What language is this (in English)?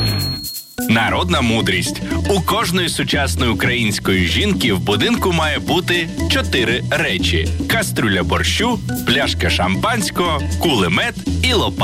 Ukrainian